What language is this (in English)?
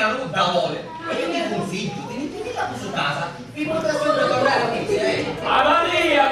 Sicilian